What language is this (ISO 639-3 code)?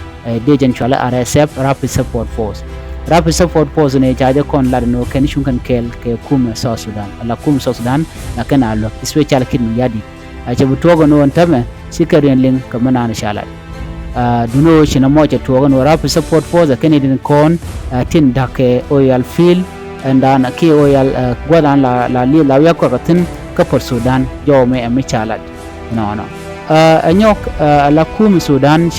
nus